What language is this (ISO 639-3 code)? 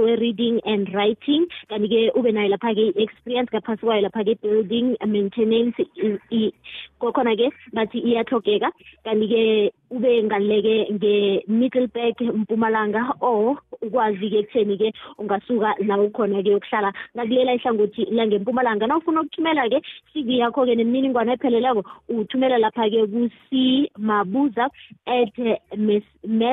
nbl